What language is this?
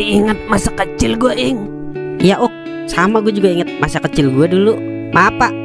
Betawi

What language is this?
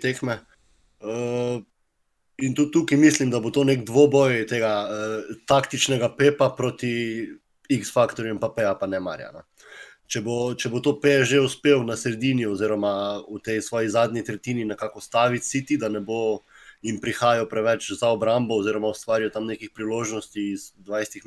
Slovenian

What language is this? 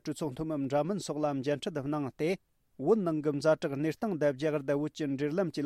Tibetan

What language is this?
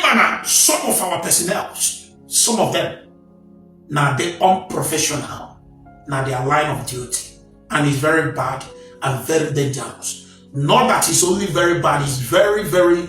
Igbo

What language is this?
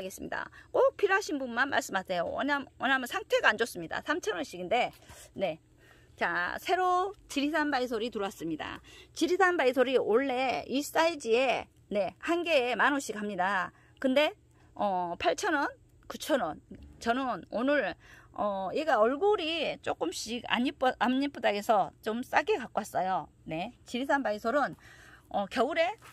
Korean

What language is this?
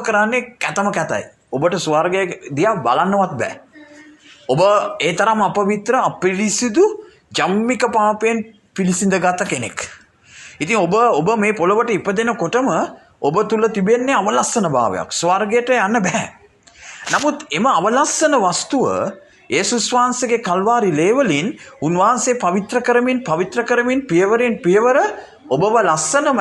Sinhala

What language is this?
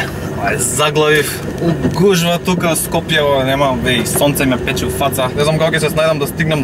Macedonian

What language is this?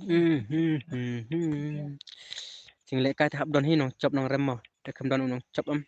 Khasi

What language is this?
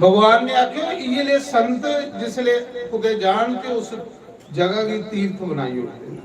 Dogri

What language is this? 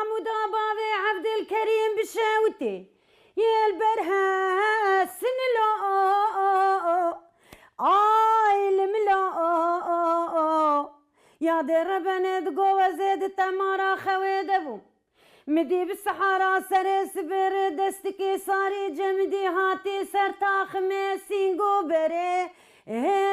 Kurdish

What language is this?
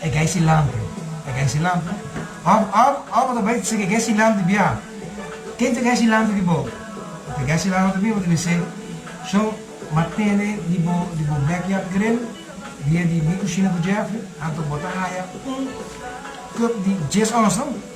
Papiamento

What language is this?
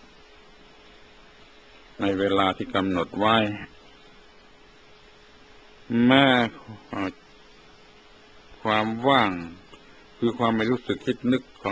Thai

